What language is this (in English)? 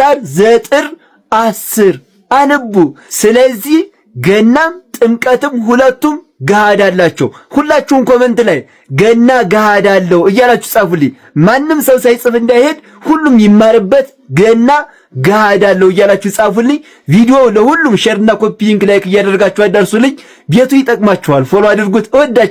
Amharic